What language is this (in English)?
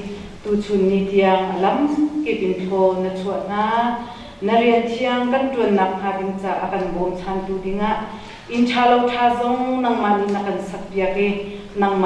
Hakha Chin